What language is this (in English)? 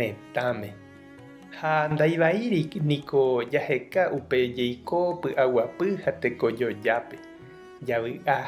Guarani